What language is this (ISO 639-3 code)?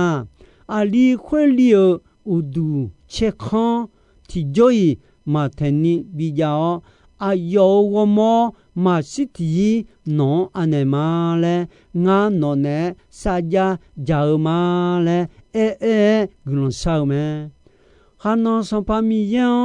ahk